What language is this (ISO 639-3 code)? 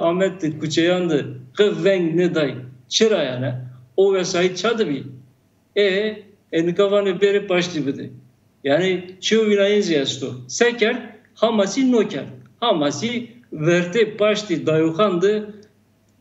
zza